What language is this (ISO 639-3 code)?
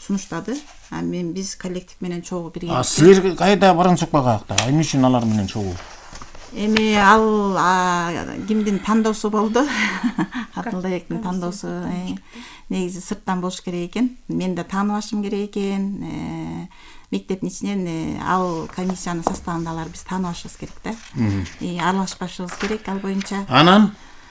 kir